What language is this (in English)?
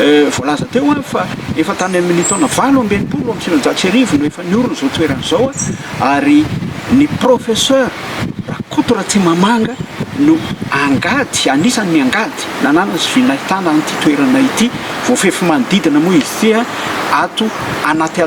Malagasy